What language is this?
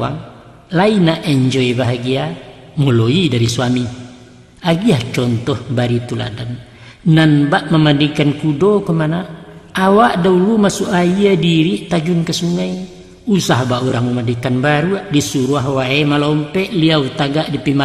Minangkabau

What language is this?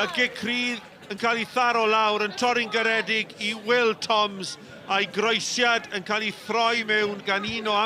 Welsh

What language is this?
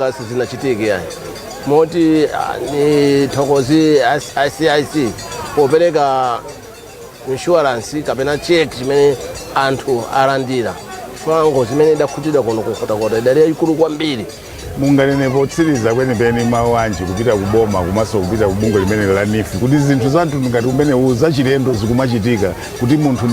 Nyanja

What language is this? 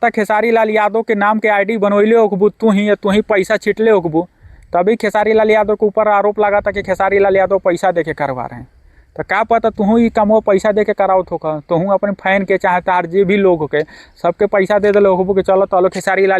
Bhojpuri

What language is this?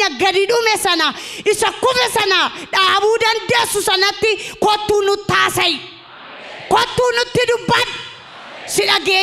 Oromo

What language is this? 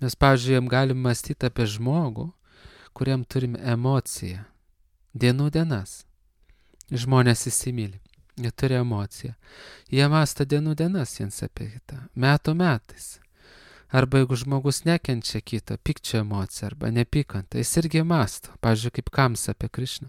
Lithuanian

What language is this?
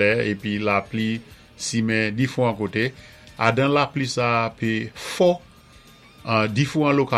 Saint Lucian Creole French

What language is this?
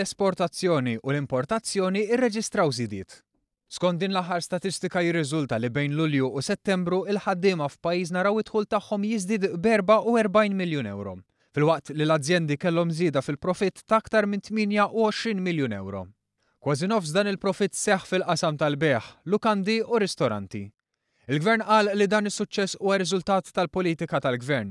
Maltese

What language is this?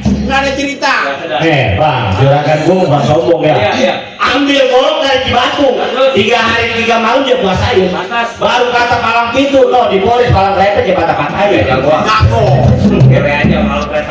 Betawi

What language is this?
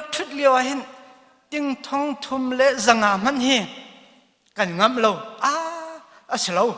Hakha Chin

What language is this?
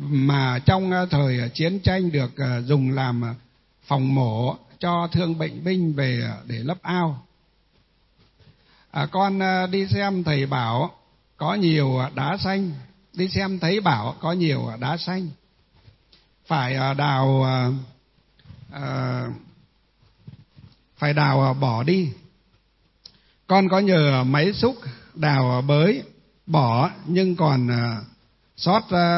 Vietnamese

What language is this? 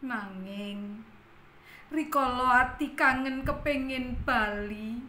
Javanese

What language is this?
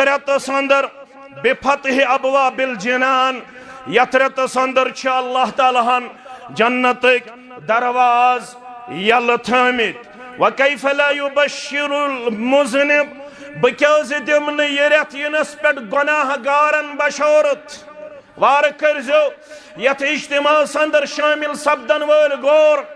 Kashmiri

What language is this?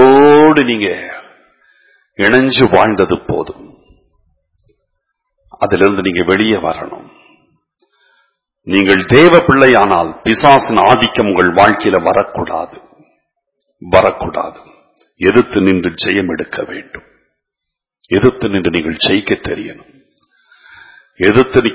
Tamil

